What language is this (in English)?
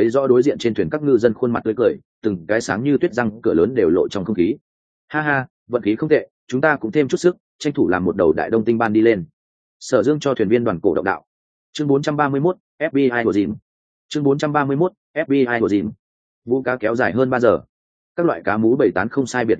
Vietnamese